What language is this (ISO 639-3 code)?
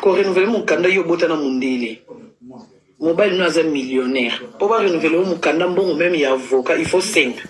lin